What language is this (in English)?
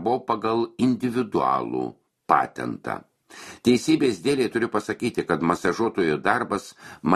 Lithuanian